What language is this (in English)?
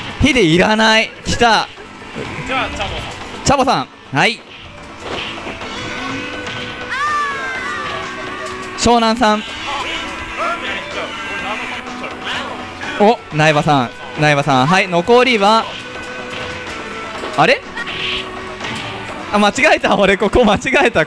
Japanese